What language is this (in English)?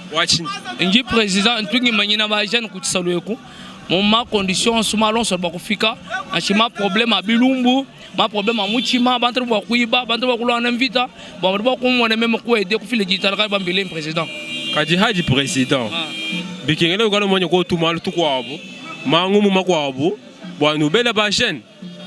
Luba-Lulua